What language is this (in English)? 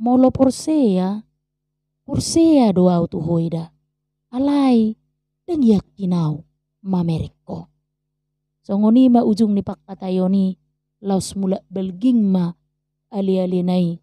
Batak Toba